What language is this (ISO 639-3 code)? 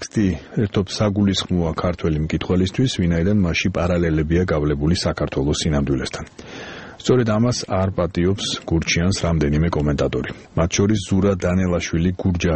kat